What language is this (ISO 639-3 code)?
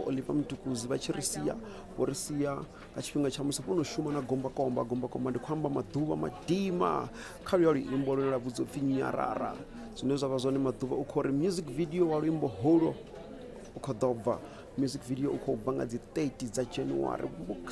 ven